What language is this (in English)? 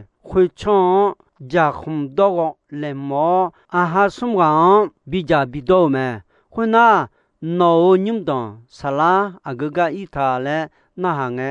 Akha